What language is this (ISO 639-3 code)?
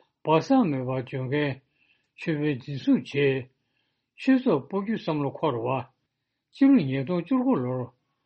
bod